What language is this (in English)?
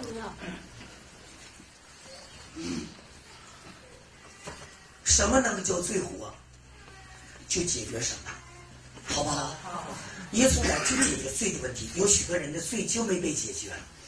Chinese